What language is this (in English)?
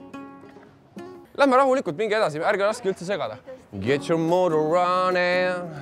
Estonian